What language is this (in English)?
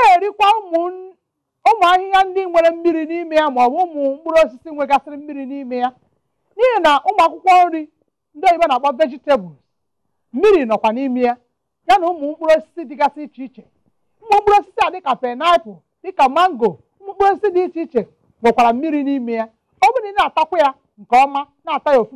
Igbo